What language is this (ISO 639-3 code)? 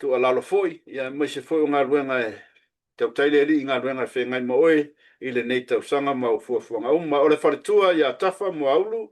smo